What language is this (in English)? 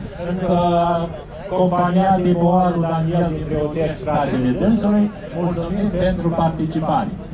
Romanian